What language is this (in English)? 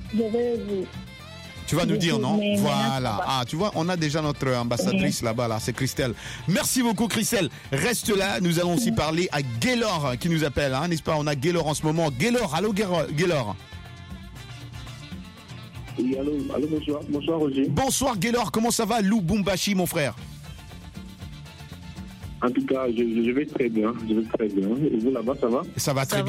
French